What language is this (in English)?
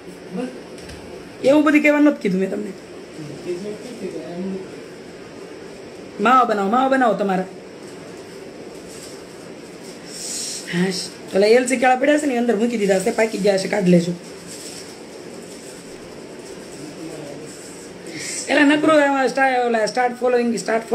Gujarati